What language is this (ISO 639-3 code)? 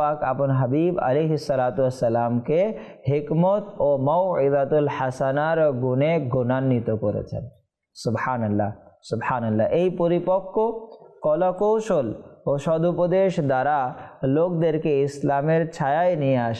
ben